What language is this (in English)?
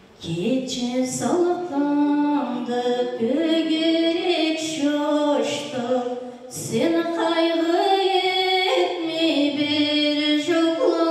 Karachay-Balkar